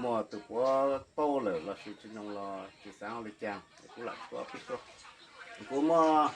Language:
Hmong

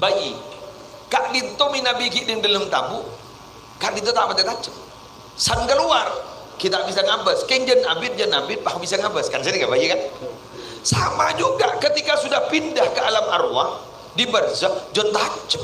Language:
Madurese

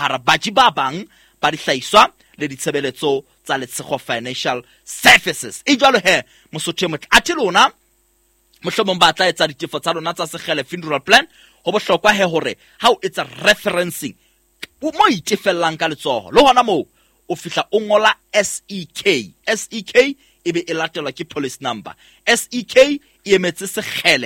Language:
Southern Sotho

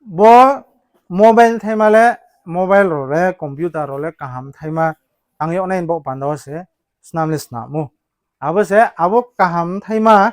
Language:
Riang (India)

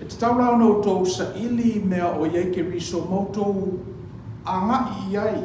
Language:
Samoan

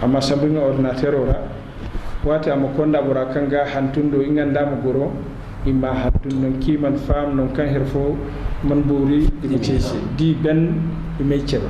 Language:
Zarma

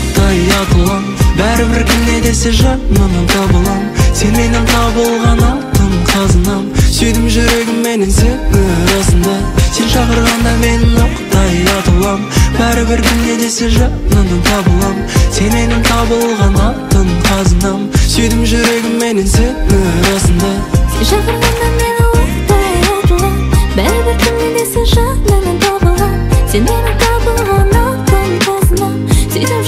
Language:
Kazakh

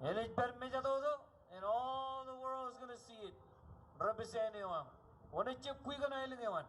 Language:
Marshallese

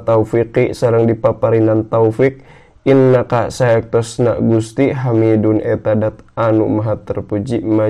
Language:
Sundanese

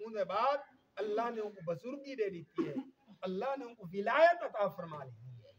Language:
Saraiki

